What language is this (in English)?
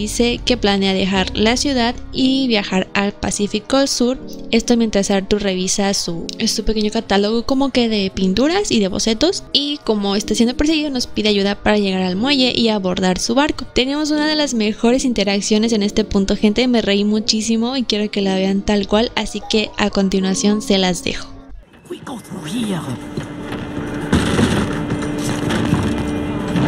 Spanish